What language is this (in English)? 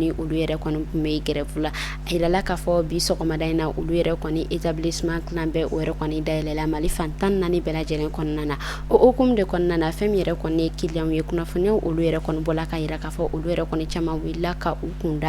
Bambara